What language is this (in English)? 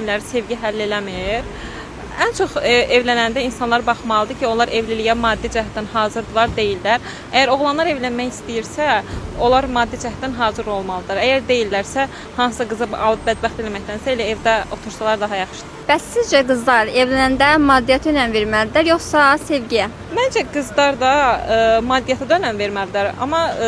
Azerbaijani